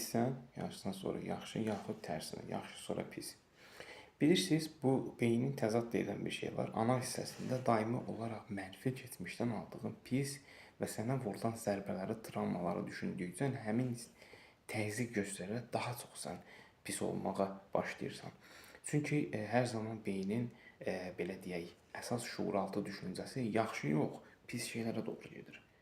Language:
Azerbaijani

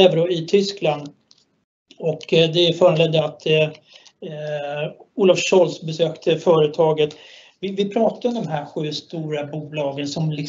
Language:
Swedish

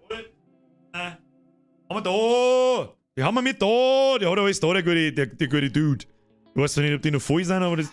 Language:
Bavarian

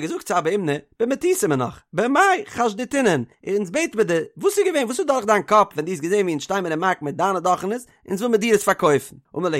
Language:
Yiddish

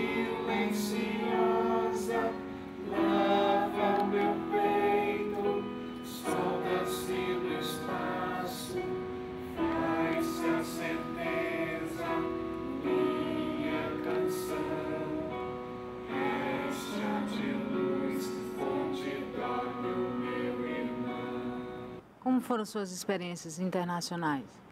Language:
Portuguese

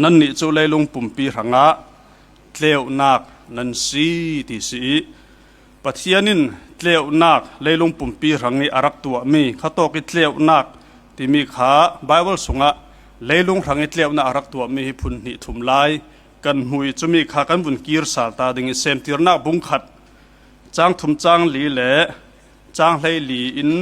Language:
Falam Chin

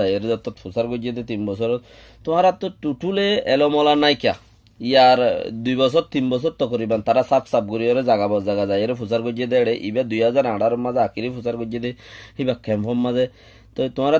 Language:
Rohingya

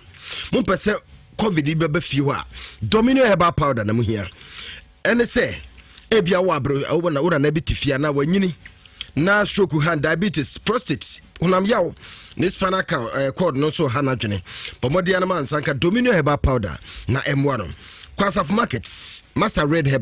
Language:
Akan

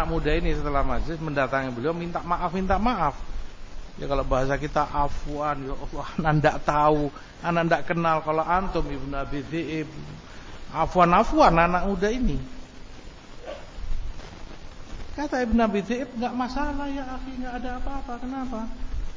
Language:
Indonesian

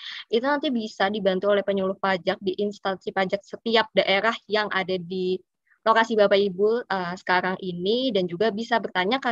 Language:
Indonesian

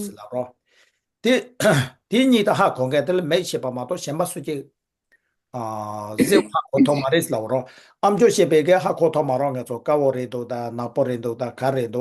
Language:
Tibetan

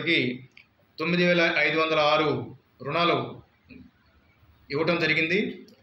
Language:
Telugu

